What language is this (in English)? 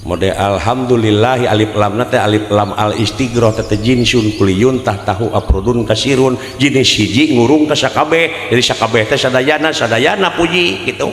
Sundanese